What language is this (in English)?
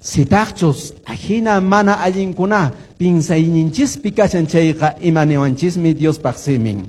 Quechua